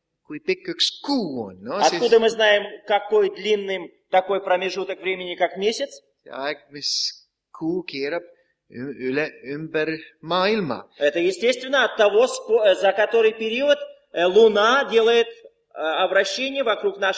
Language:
Estonian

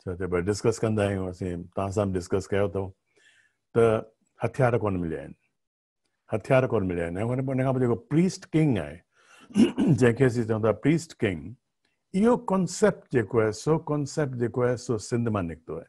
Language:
Sindhi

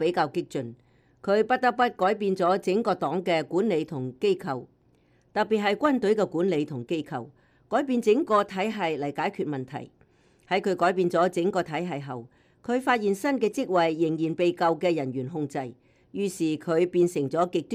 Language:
Cantonese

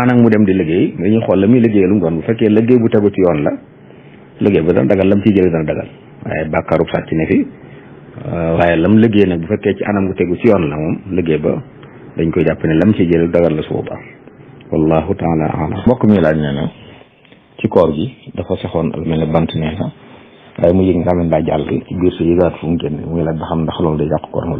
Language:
Wolof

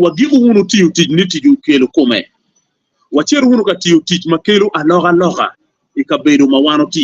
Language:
Acoli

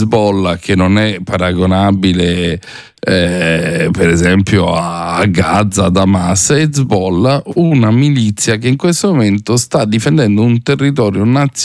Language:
Italian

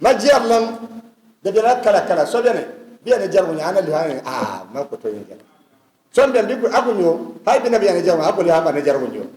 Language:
Dagbani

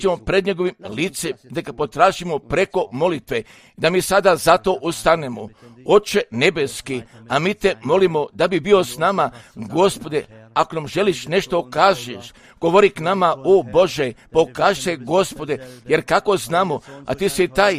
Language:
Croatian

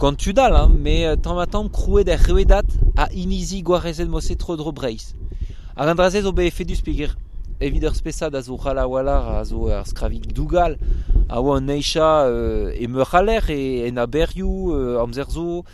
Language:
Breton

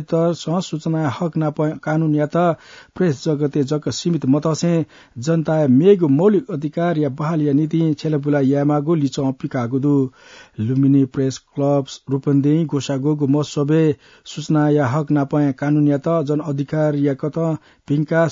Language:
Newari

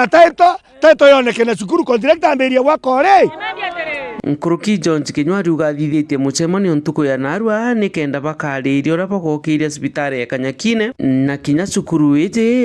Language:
Meru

